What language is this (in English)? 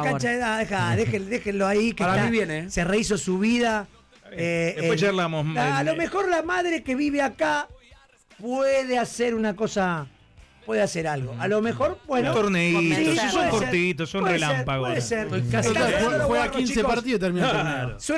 Spanish